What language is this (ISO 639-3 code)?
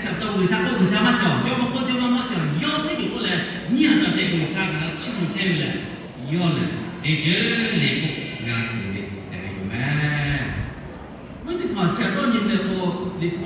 lhu